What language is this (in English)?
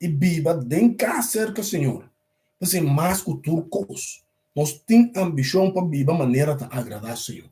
Papiamento